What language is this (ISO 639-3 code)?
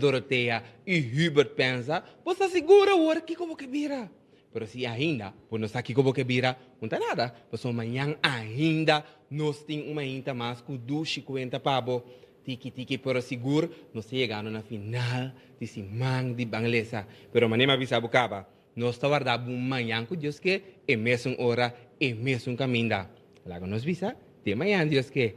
pap